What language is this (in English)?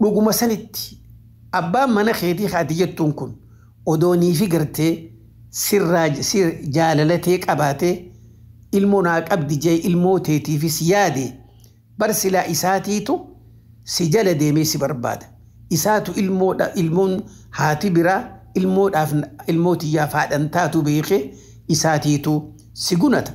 Oromo